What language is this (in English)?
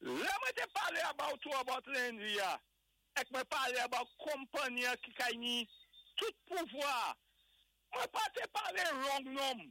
Saint Lucian Creole French